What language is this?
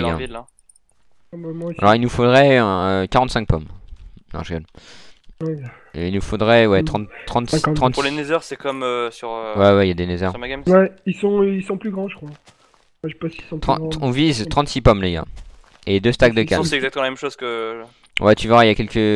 French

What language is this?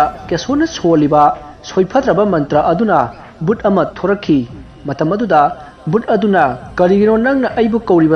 Manipuri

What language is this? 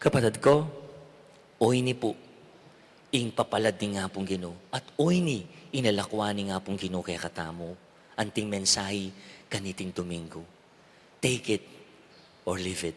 Pampanga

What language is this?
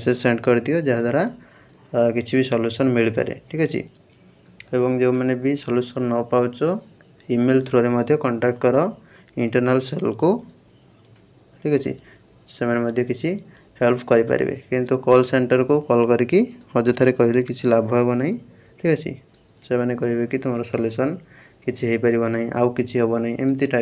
Odia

